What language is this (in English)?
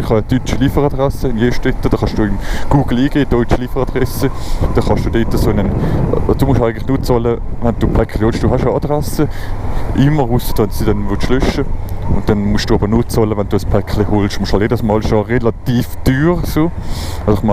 Swiss German